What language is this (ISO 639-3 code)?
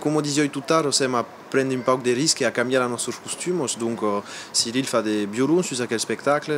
oci